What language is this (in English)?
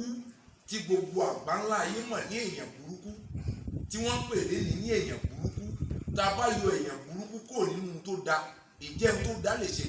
Yoruba